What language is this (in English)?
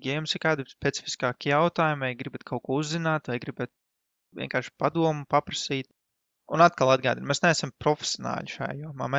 Latvian